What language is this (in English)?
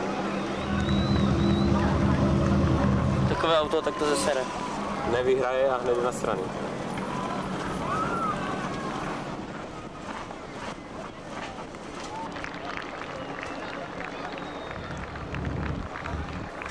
Czech